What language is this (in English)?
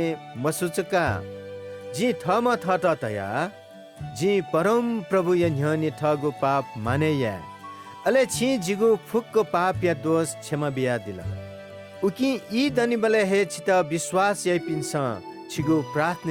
Newari